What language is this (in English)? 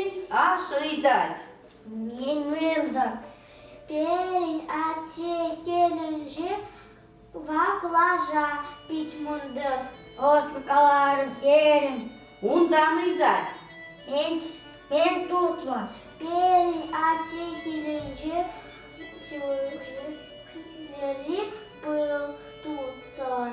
Chuvash